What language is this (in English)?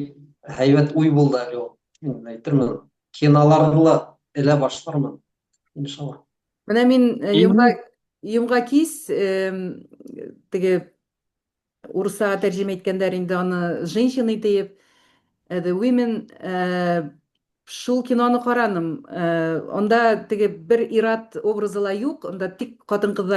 Bashkir